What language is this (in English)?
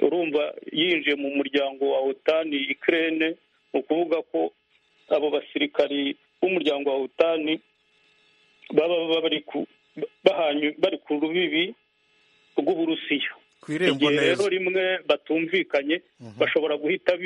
Kinyarwanda